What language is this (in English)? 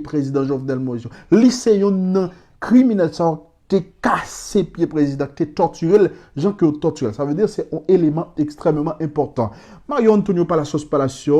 Haitian Creole